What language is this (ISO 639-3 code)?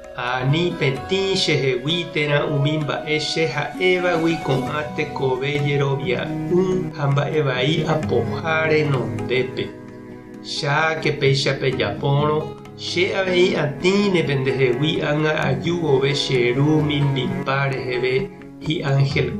grn